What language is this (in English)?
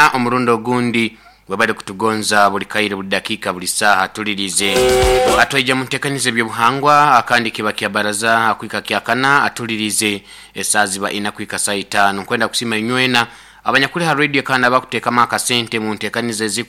Nyoro